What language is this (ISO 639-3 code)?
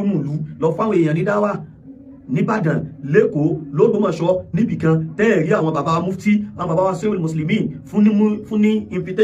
yor